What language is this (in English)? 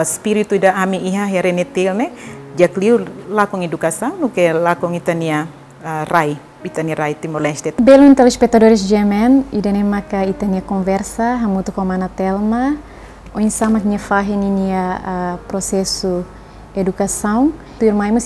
Tetum